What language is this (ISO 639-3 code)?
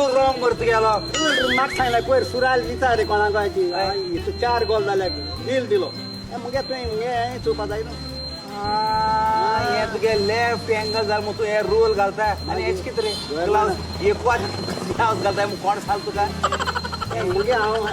kok